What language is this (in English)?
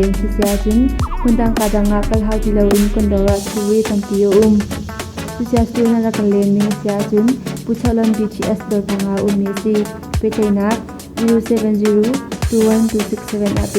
Hakha Chin